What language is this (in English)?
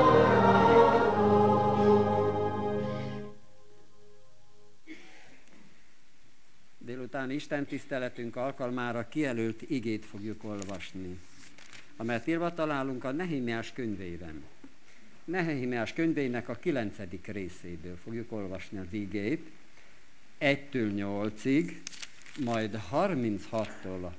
Hungarian